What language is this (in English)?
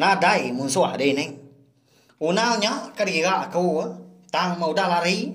Iban